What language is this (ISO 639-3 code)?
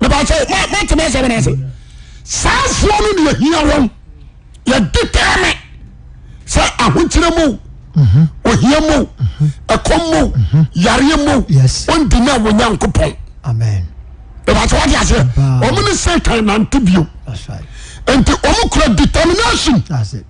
aka